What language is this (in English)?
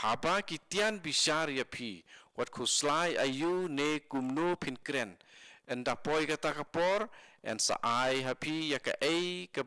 Khasi